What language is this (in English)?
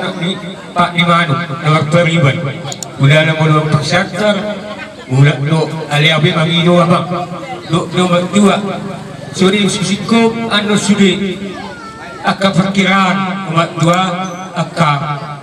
Batak Toba